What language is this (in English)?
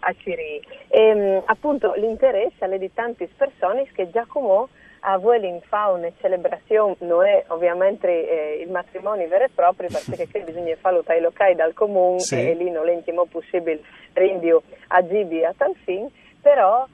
Friulian